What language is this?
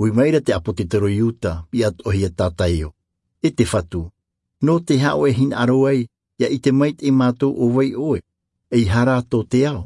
Tahitian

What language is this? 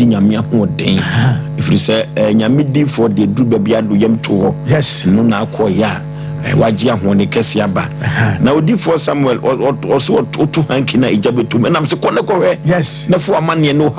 Akan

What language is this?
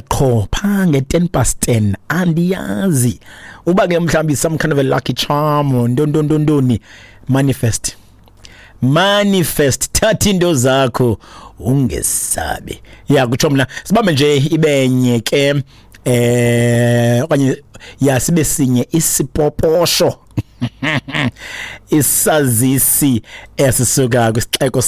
Xhosa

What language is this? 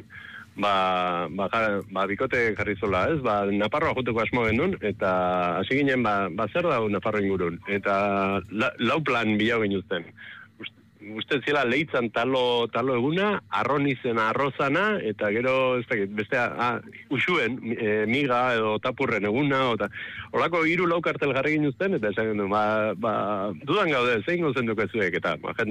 Basque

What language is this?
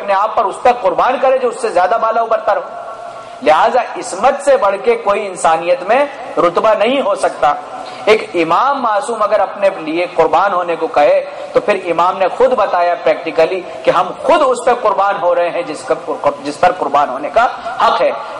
Urdu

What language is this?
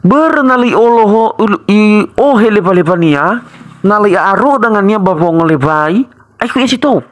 Nias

